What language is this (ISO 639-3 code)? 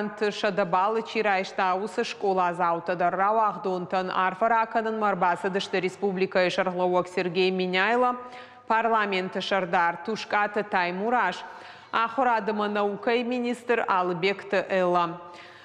oss